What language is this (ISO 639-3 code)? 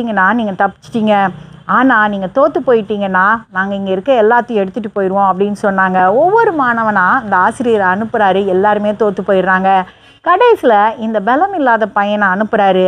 tam